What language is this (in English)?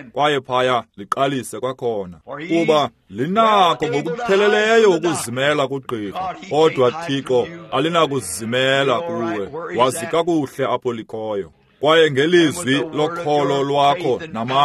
Xhosa